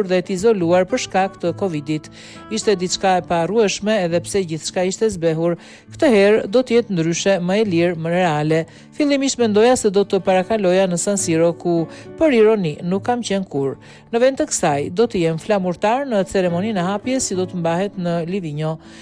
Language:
Albanian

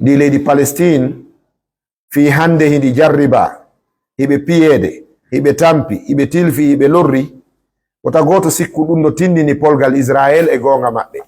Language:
Fula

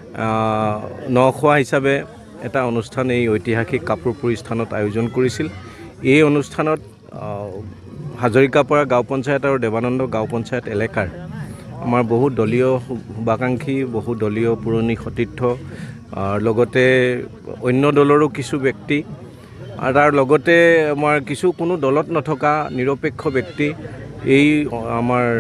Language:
Assamese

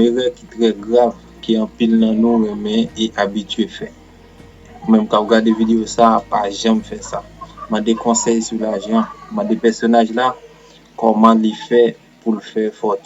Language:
Haitian Creole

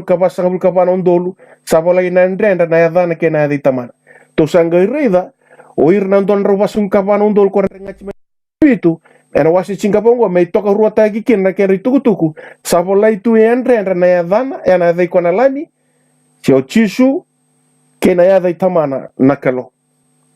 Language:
Fijian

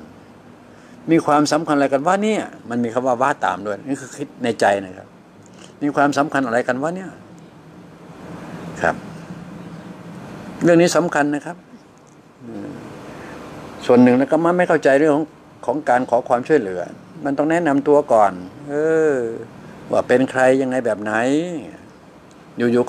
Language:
Thai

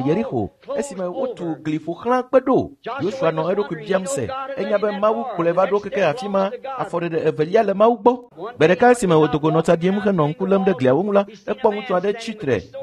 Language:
Ewe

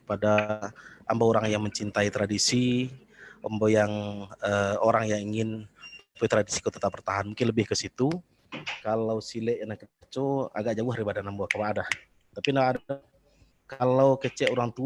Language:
Minangkabau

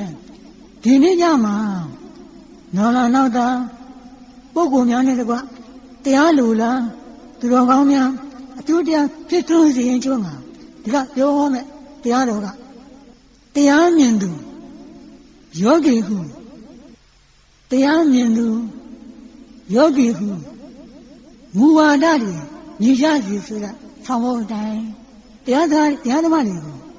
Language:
Burmese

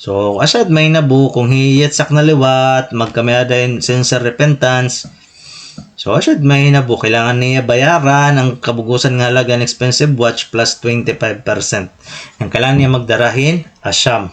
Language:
Waray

